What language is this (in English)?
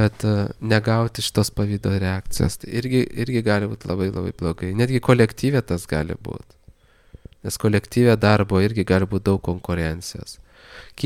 Lithuanian